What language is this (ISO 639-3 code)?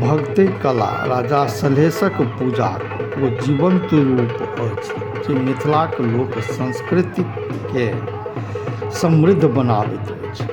mai